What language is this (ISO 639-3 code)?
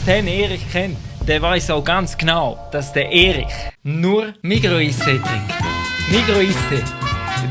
gsw